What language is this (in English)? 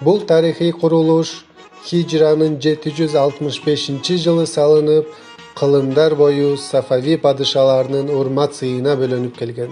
Kyrgyz